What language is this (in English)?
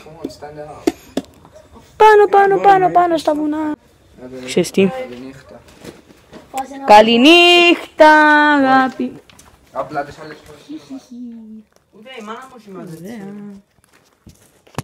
Greek